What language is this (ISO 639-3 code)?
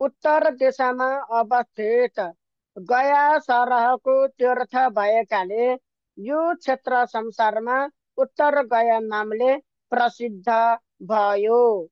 nep